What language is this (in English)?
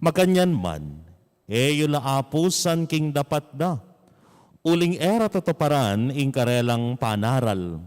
Pampanga